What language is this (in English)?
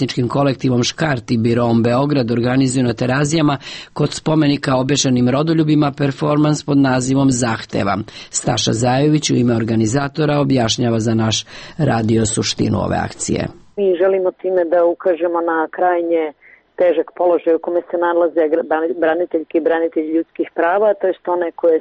Serbian